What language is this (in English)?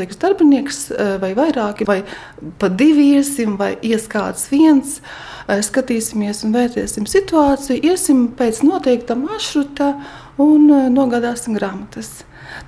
Latvian